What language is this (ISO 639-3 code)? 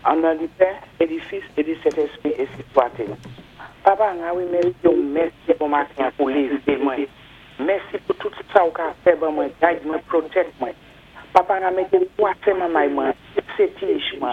acf